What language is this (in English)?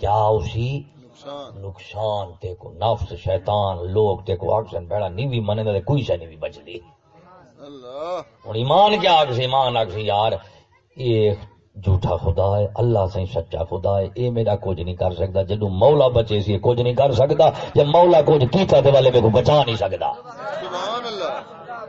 Saraiki